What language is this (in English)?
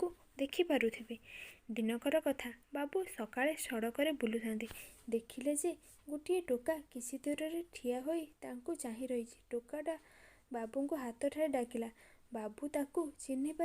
Odia